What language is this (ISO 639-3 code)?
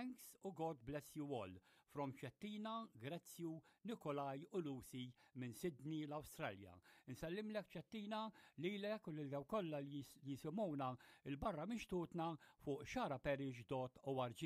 mlt